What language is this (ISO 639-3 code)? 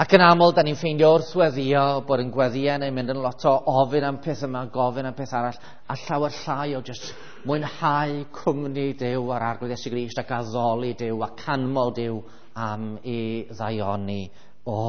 cym